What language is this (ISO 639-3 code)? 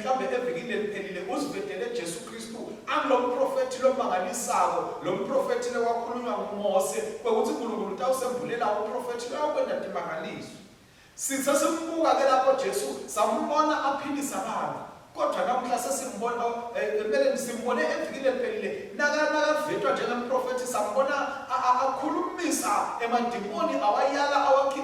ssw